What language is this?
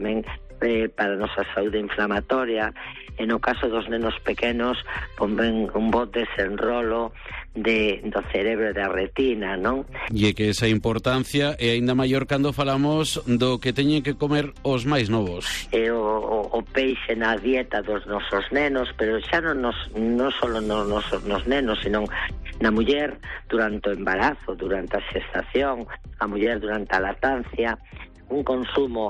Galician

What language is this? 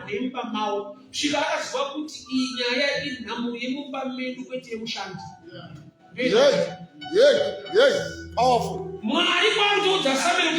Shona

